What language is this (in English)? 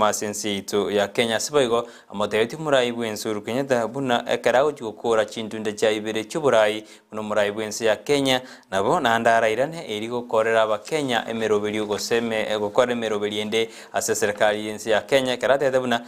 Gusii